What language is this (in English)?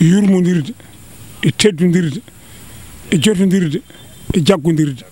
Fula